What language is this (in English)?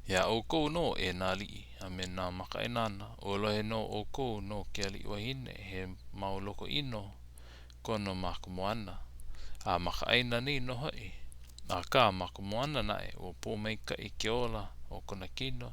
Hawaiian